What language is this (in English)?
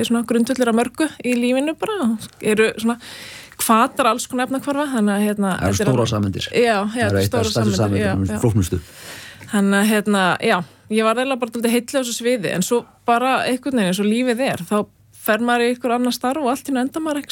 Icelandic